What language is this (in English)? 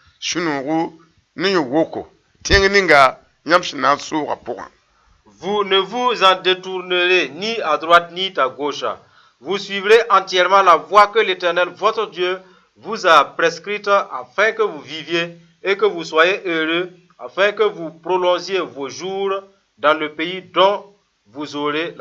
Mossi